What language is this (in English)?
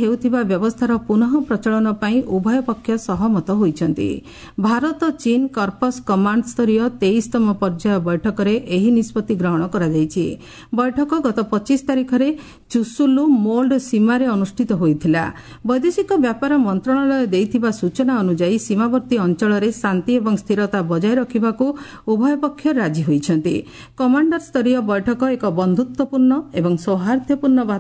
Odia